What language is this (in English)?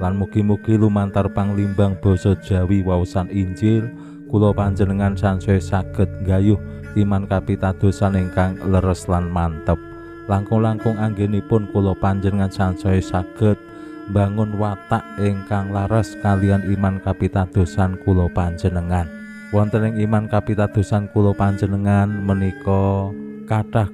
Javanese